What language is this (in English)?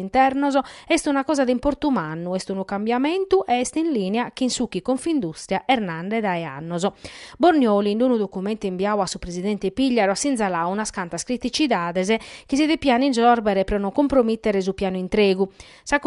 Sardinian